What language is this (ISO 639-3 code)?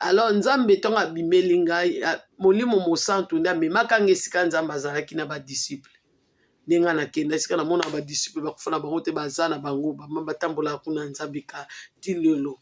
lin